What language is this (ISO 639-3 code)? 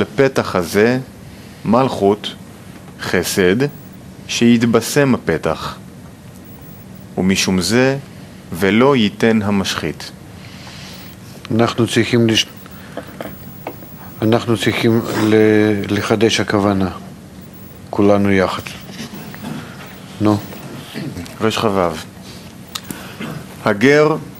heb